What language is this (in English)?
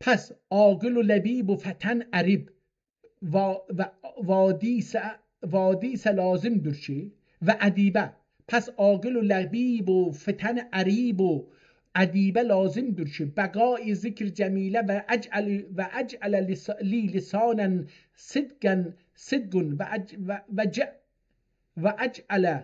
South Azerbaijani